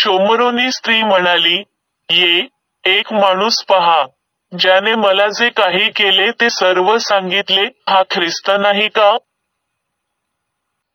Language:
Marathi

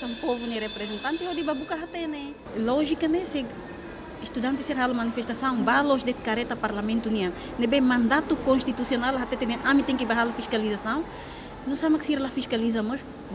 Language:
Tetum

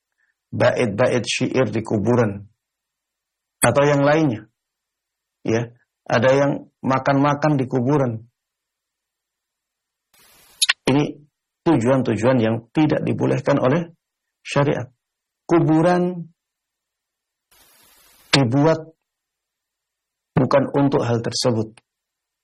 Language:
Indonesian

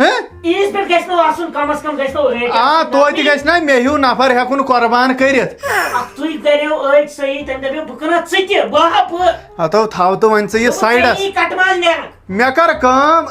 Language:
Kashmiri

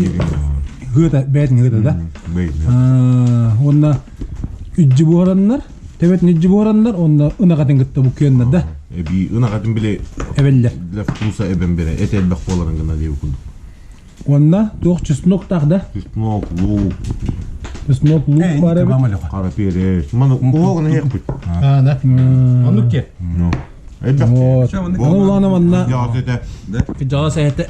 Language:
Yakut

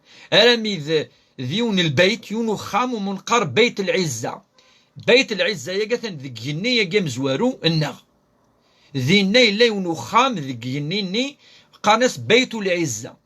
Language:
Kabyle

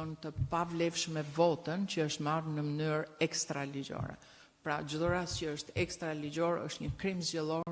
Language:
Albanian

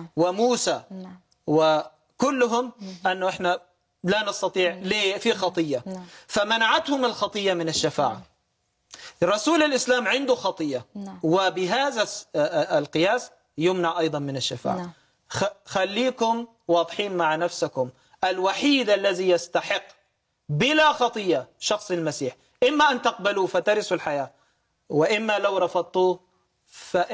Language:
Egyptian Arabic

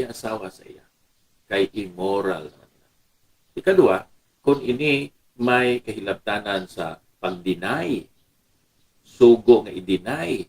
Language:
Hiligaynon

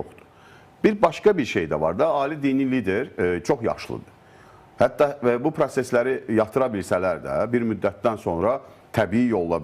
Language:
Azerbaijani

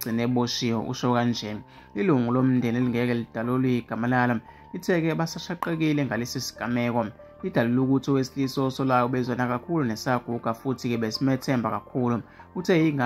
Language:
Zulu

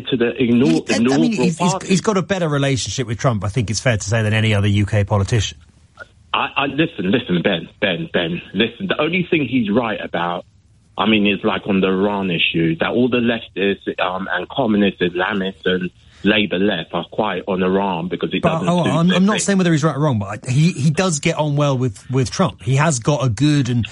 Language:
English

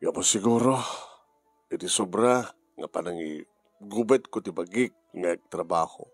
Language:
Iloko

